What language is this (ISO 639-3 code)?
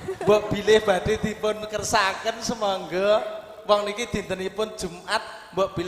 jav